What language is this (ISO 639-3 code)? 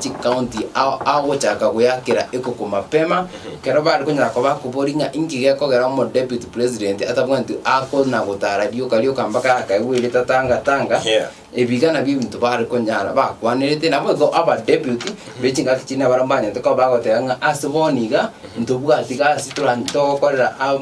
guz